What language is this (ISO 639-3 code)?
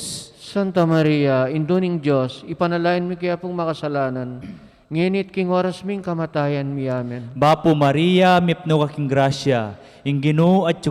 pam